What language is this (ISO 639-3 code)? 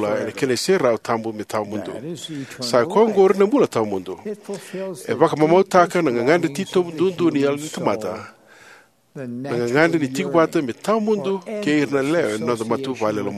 fij